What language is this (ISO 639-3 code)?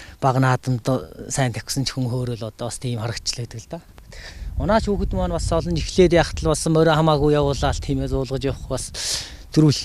mon